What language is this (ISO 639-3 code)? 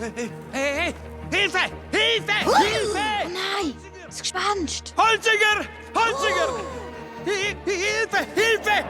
gsw